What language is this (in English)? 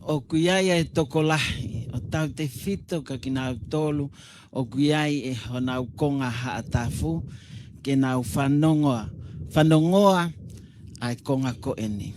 Tongan